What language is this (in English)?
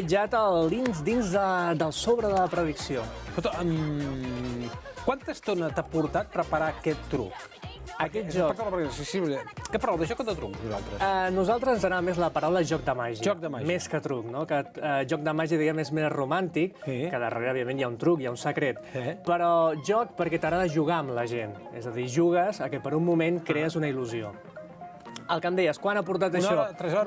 Catalan